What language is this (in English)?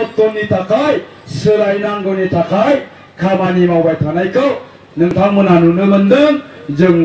Bodo